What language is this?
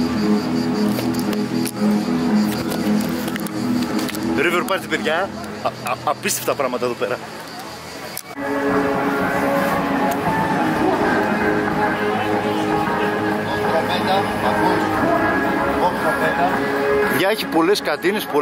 Greek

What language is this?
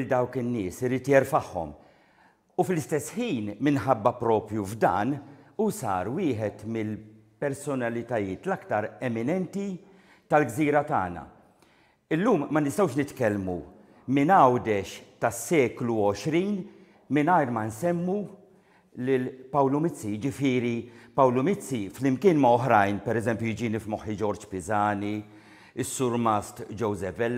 Maltese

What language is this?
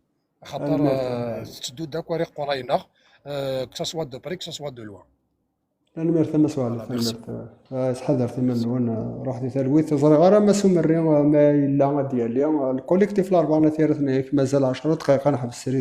Kabyle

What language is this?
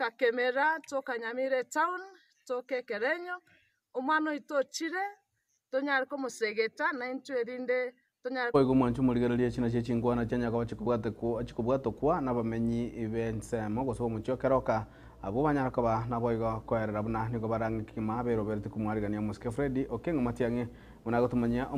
Gusii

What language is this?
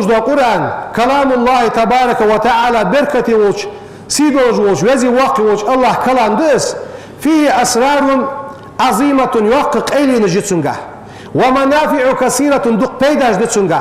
Ingush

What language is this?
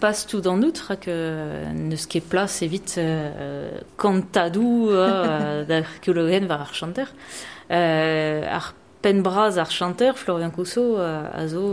Breton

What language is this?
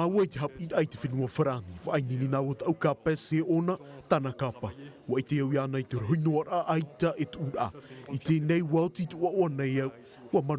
Tahitian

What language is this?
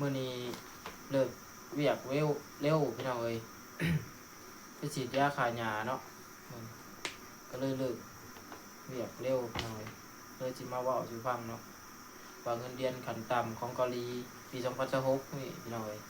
Lao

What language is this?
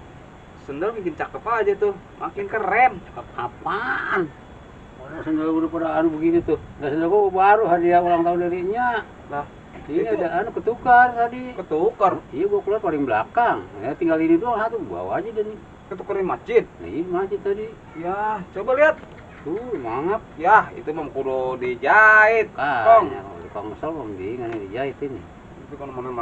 Betawi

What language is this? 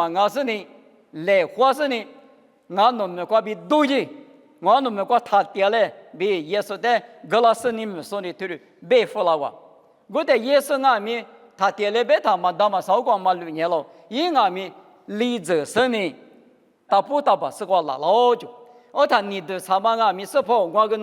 Lisu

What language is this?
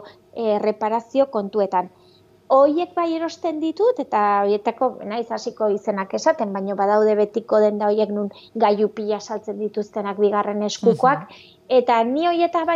Basque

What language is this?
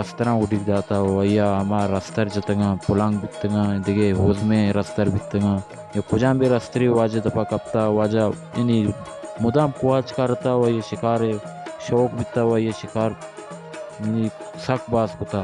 Baluchi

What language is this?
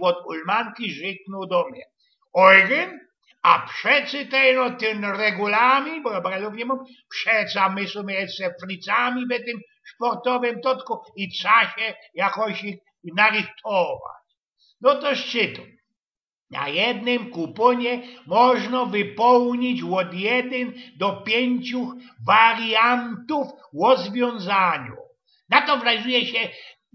Silesian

